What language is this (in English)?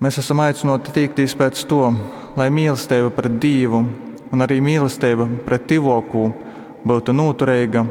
Latgalian